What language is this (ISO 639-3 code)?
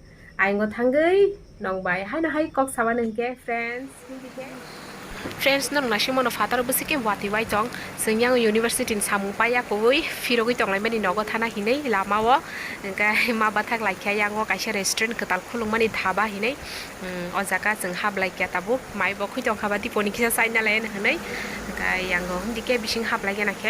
trp